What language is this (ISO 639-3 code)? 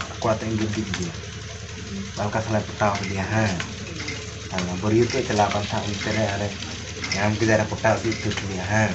sat